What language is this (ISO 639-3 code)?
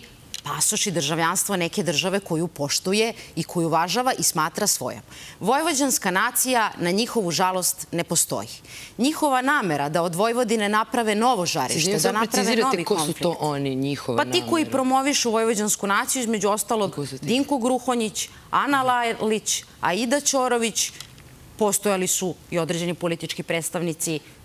srp